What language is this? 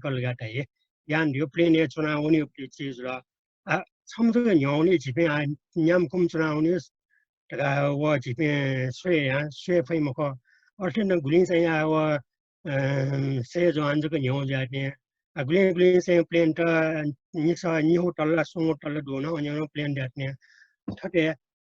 Newari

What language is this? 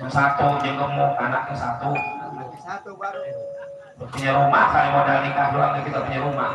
Betawi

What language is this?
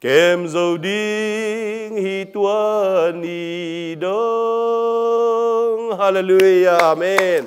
Tedim Chin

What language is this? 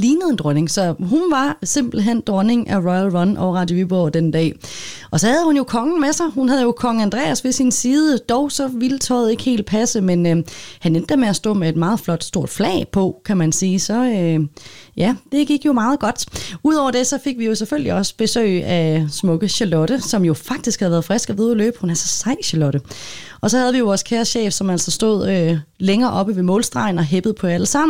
Danish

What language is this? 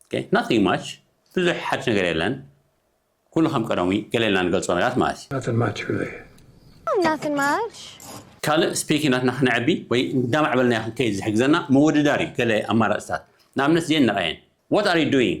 Tigrinya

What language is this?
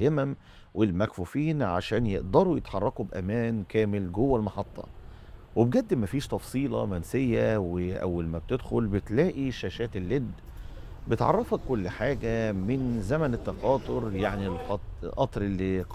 Egyptian Arabic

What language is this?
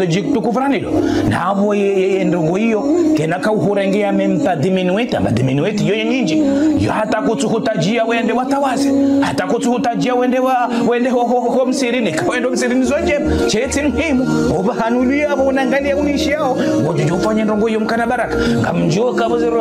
Ngazidja Comorian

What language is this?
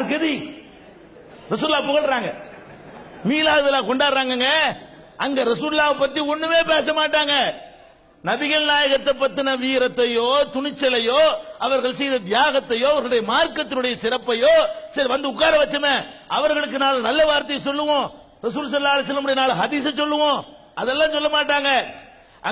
Tamil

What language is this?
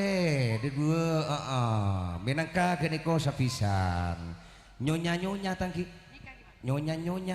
Madurese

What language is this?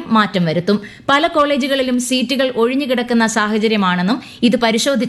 Malayalam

